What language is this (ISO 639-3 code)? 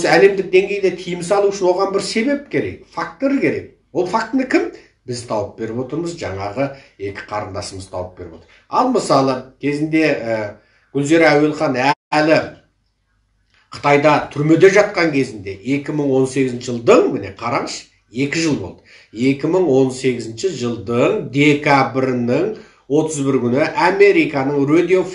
kaz